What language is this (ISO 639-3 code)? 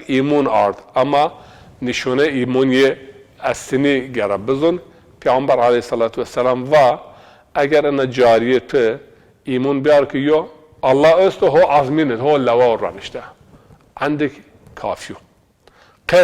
zza